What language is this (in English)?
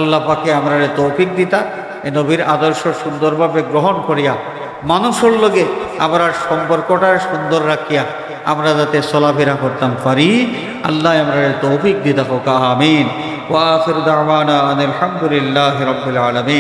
Sylheti